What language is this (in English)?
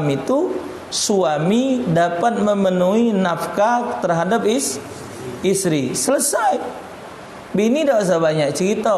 Musi